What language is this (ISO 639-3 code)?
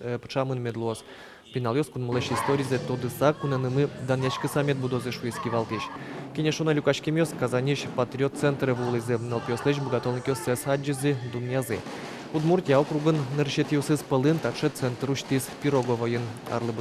udm